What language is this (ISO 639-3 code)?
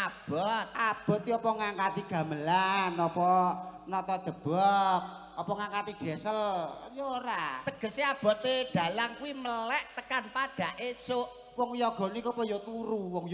jav